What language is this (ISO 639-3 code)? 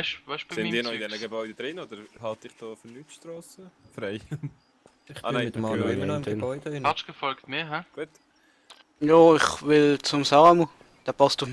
gsw